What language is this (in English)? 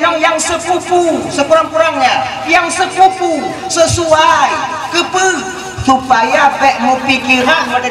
Achinese